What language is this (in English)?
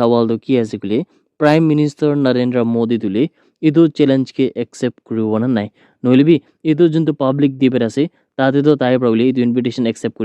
Naga Pidgin